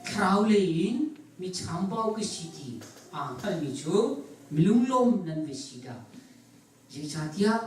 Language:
Hakha Chin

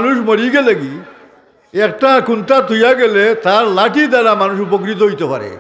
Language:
Sylheti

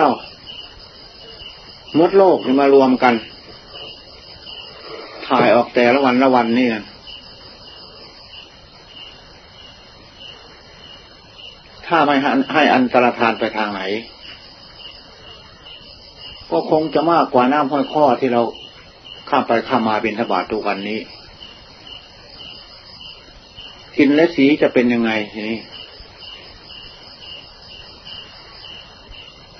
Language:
Thai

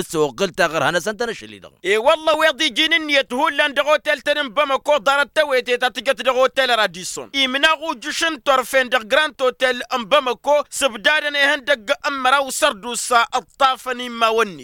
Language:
Tamasheq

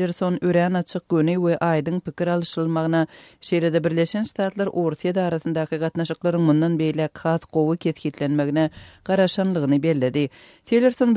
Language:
Turkmen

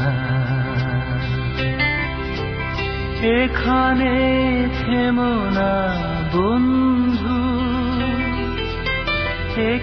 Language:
Bangla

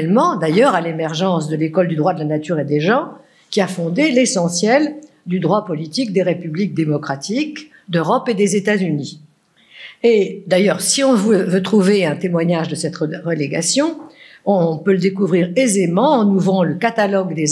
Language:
French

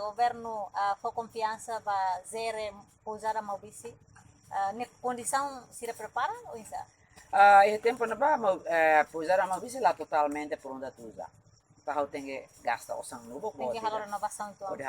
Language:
Tetum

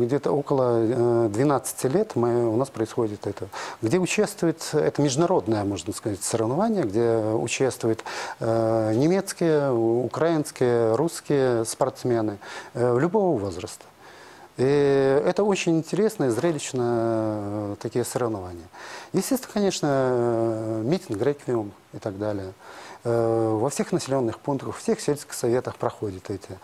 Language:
Russian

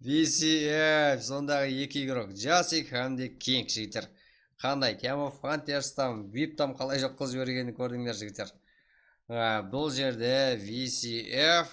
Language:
Kara-Kalpak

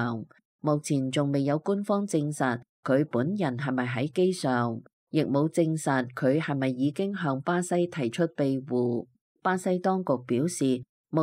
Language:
Cantonese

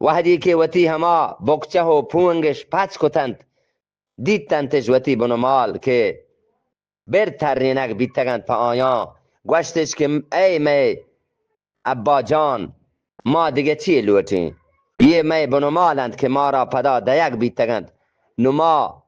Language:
Eastern Balochi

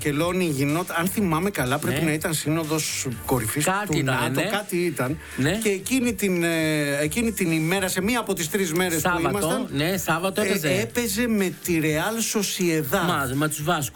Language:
Greek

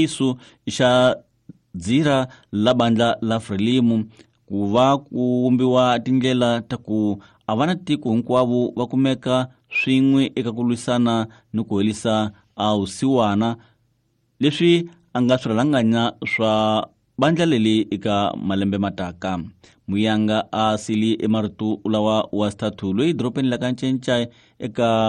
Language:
Tsonga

